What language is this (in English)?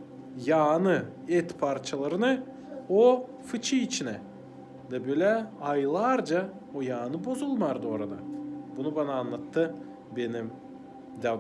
Gagauz